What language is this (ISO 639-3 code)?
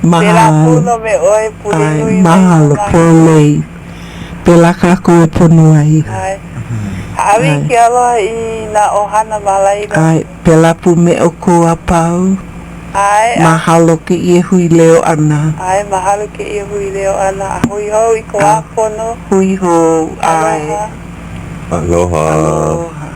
haw